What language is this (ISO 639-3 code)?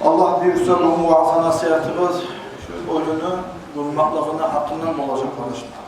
kum